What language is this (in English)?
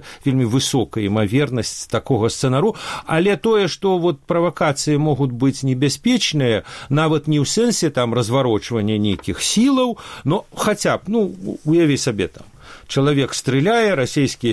Belarusian